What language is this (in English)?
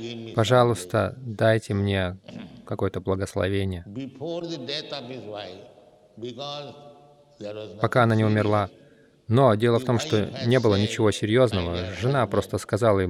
Russian